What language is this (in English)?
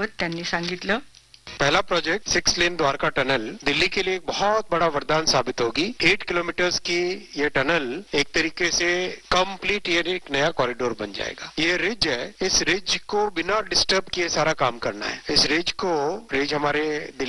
Marathi